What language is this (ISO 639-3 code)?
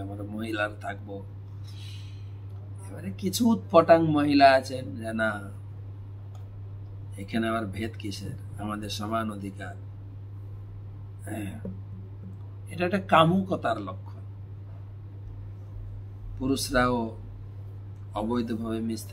ben